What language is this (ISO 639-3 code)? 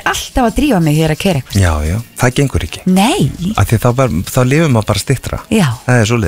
isl